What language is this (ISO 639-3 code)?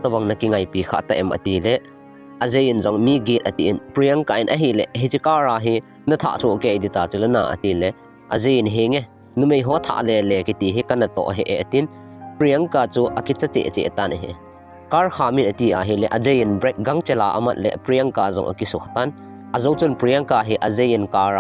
tcz